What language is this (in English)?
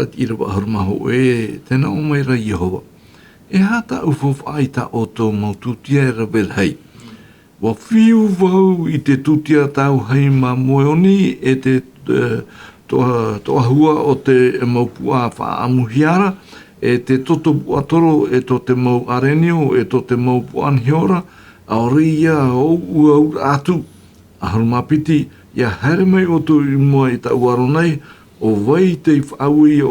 Tahitian